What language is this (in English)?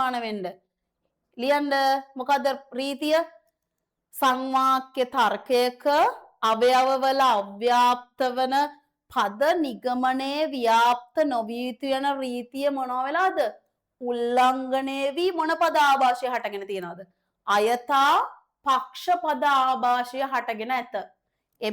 Sinhala